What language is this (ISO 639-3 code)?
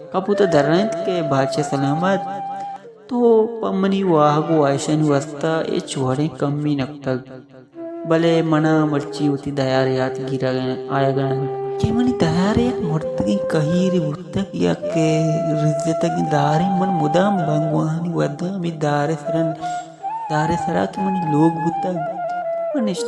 bal